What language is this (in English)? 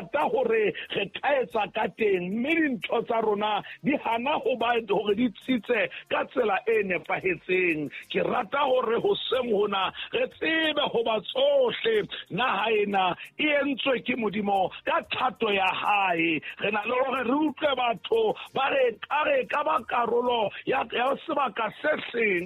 Southern Sotho